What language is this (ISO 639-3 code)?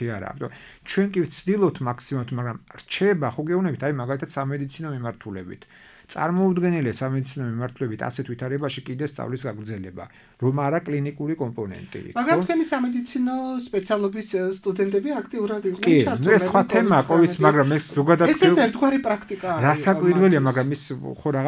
kat